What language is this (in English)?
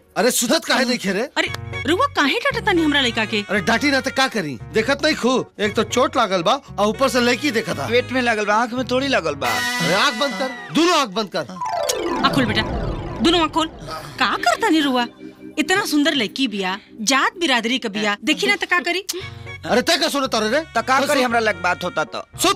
Bhojpuri